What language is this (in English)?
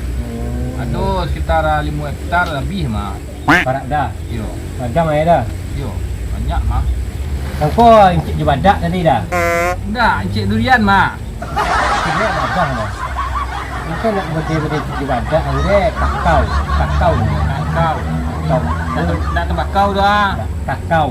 Minangkabau